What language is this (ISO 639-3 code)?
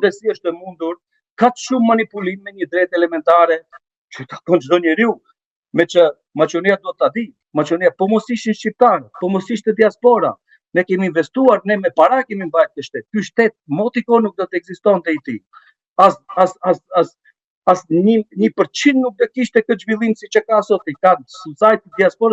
sqi